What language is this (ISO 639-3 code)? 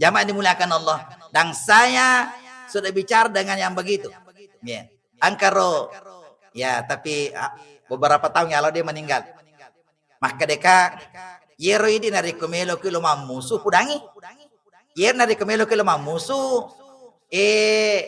bug